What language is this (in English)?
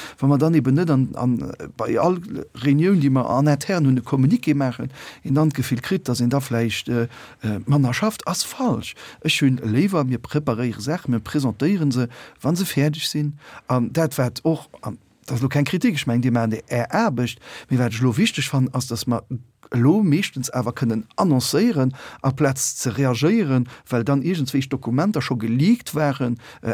Luxembourgish